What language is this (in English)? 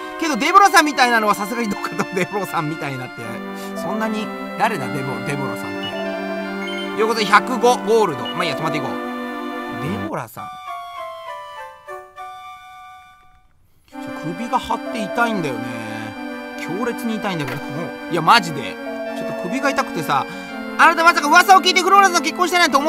Japanese